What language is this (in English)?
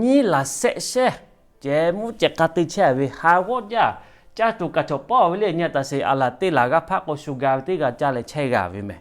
Lahu